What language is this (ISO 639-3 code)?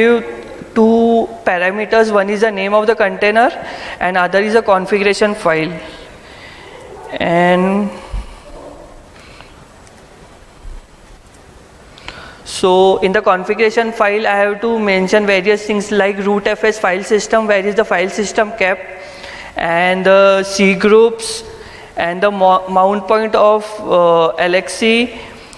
eng